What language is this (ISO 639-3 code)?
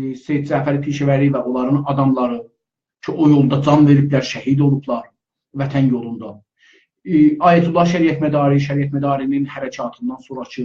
azb